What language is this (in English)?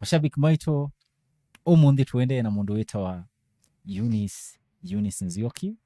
Kamba